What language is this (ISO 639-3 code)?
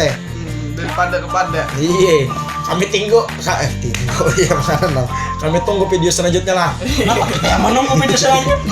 bjn